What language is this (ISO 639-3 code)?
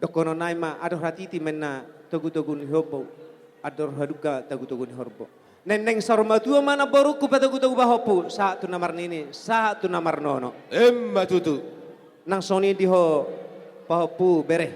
bbc